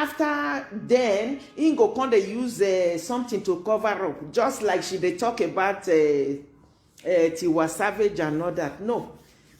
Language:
Nigerian Pidgin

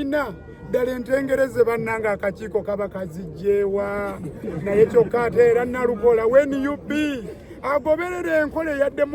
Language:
Ganda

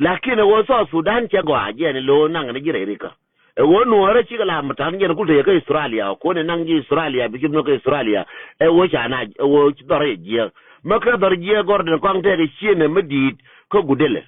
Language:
Nuer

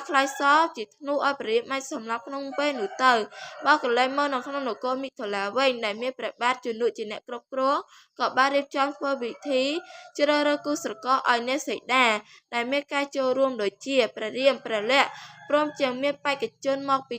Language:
Khmer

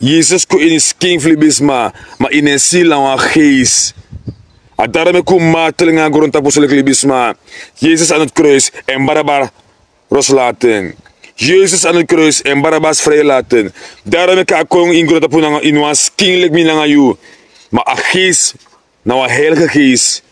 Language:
Sranan Tongo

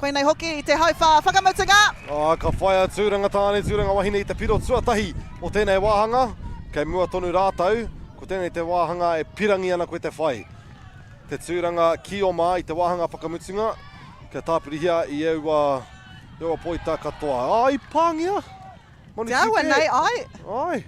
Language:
Māori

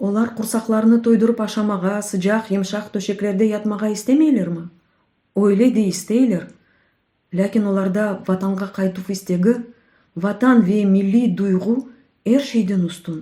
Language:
Crimean Tatar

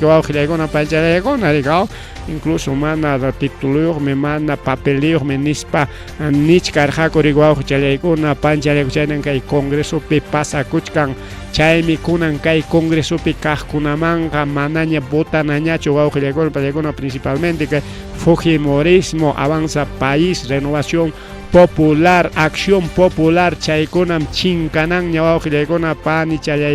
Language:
Ayacucho Quechua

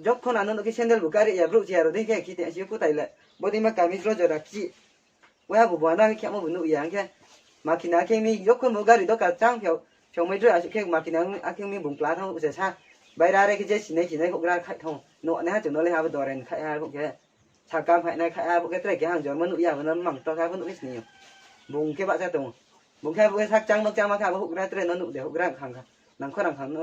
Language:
Riang (India)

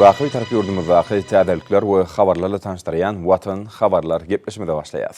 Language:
Turkmen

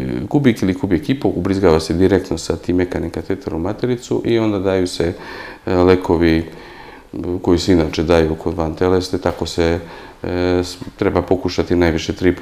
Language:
Serbian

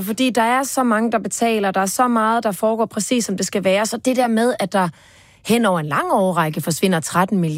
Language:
Danish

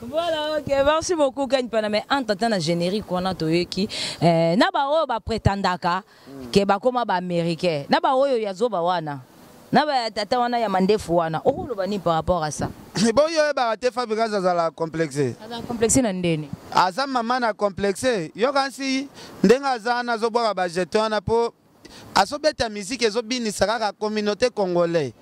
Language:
Lingala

